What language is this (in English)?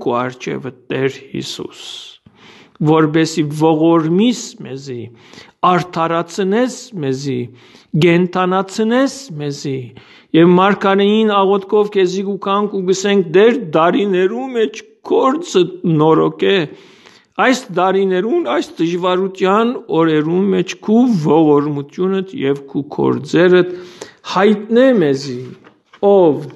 Western Armenian